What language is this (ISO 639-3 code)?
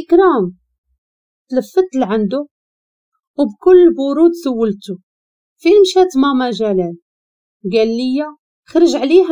ary